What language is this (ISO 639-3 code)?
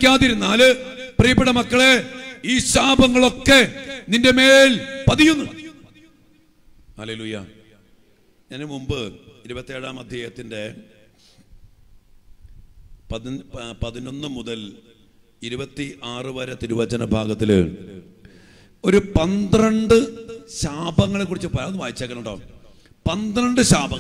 mal